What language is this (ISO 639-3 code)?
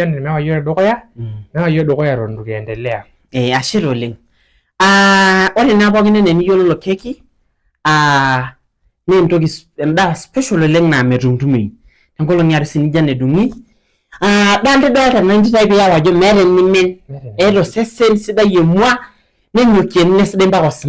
mas